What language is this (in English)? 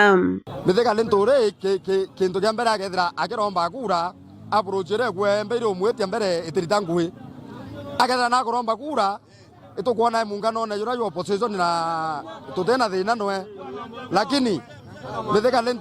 Meru